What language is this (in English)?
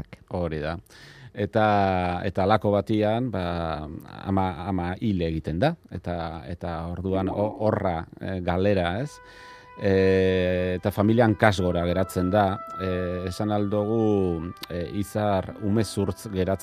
Basque